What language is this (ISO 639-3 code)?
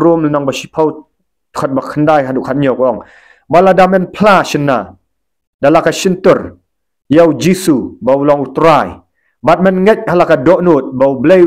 kha